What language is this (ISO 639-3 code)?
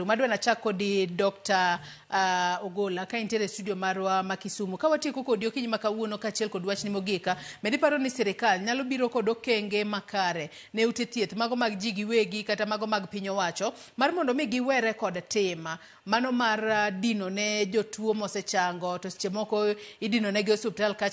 luo